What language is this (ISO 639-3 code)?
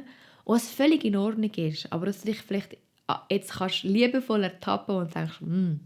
gsw